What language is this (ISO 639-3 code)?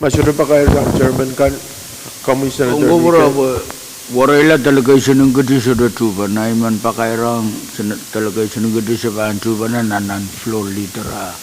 pon